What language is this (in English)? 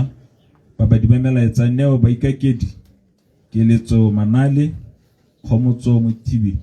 Tswana